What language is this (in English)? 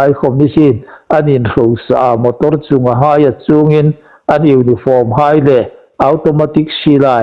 Hmar